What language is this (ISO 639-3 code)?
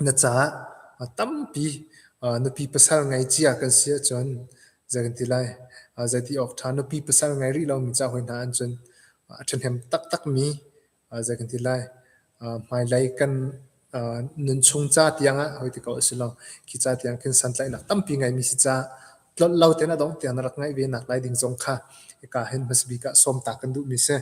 cnh